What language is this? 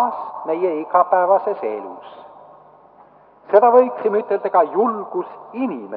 Estonian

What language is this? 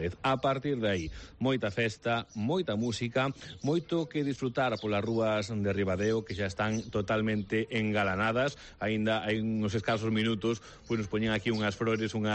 Galician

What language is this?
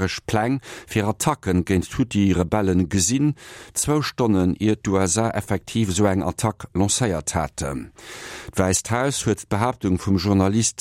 Luxembourgish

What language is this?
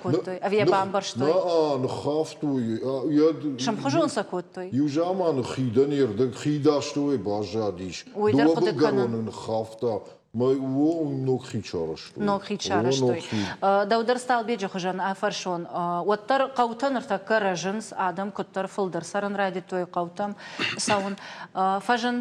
Ossetic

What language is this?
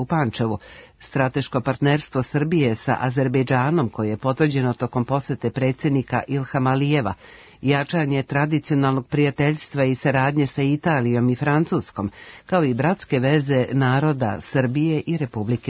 Serbian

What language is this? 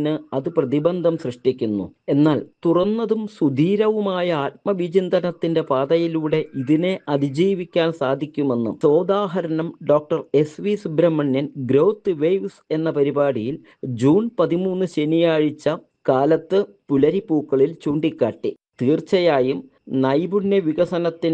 Malayalam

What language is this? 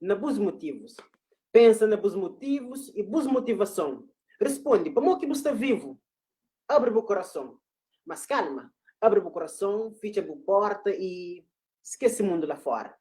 Kabuverdianu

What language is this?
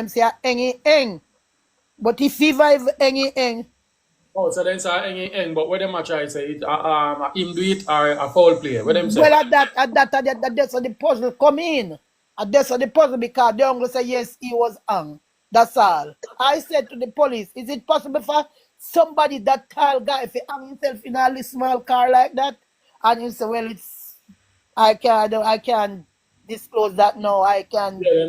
Jamaican Creole English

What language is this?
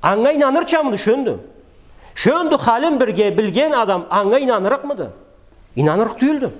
Karachay-Balkar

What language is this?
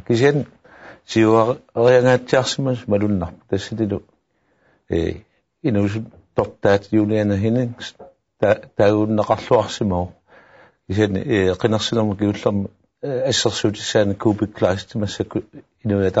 Kalaallisut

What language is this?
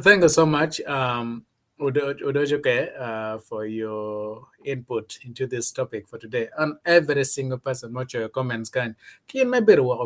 Acoli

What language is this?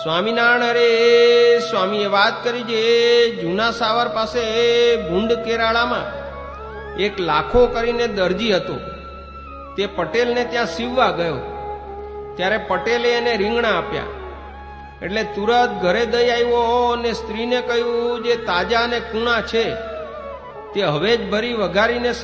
Gujarati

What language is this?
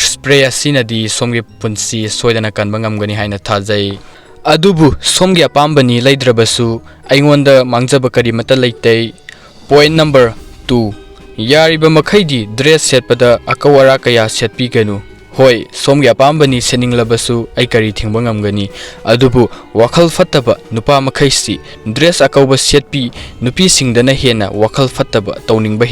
Manipuri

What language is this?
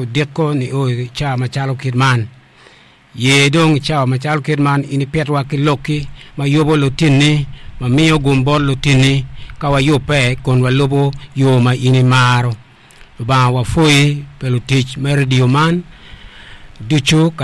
Acoli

